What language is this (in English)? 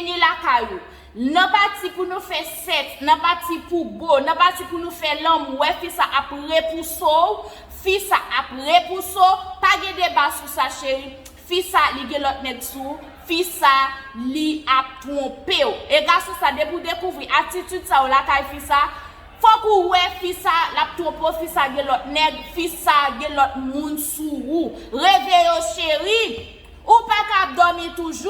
Haitian Creole